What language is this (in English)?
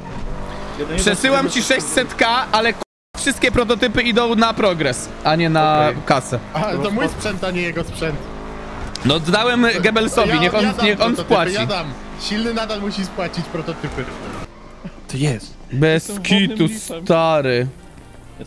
Polish